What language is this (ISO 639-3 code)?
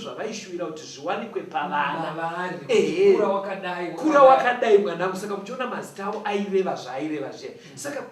sna